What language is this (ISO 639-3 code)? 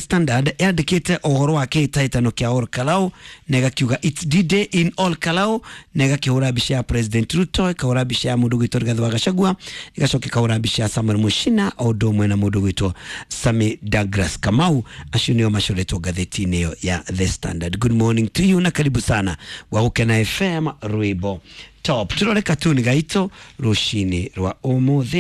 kik